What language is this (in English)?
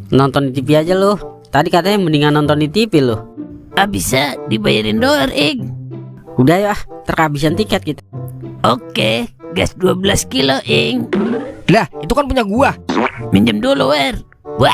Betawi